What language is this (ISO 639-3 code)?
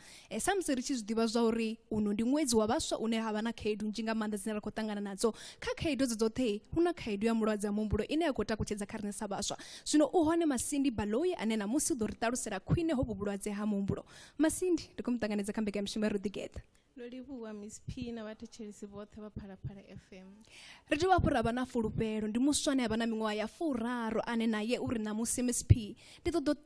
ven